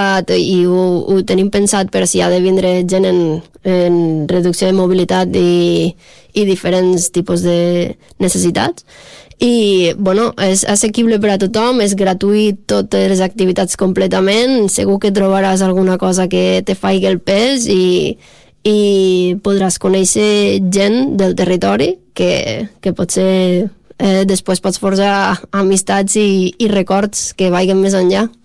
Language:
Catalan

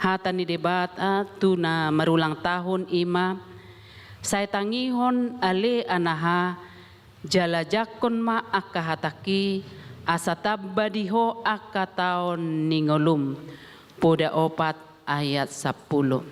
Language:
Batak Toba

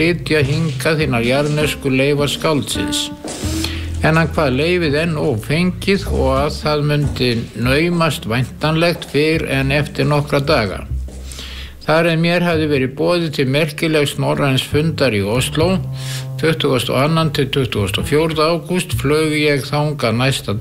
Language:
Icelandic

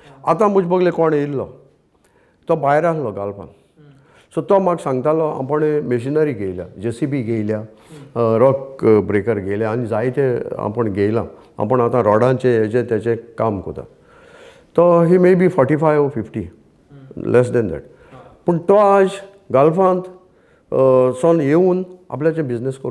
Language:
Konkani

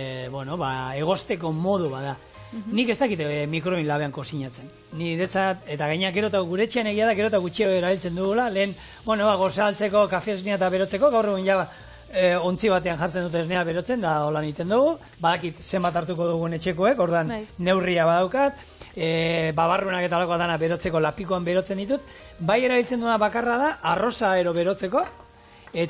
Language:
Basque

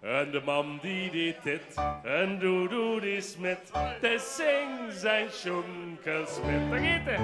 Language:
Limburgish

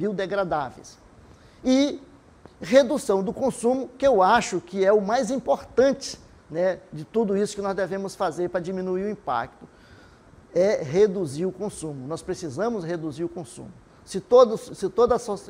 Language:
Portuguese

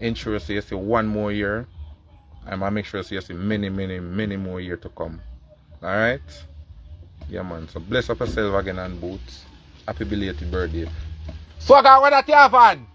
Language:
Jamaican Creole English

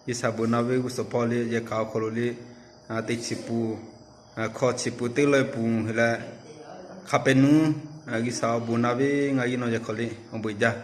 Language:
Lahu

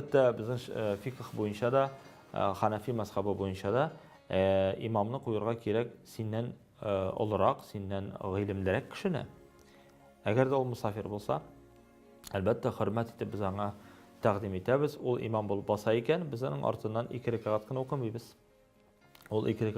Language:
Tatar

